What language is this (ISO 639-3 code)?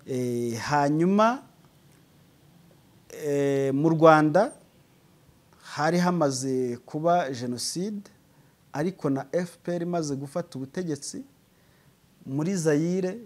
kin